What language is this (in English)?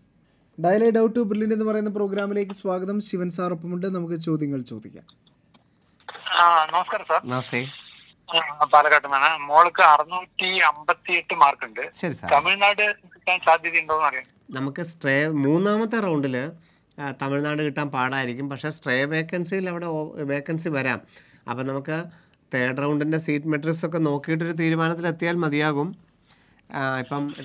Malayalam